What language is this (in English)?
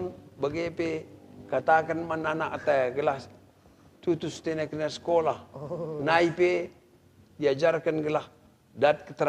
Batak Karo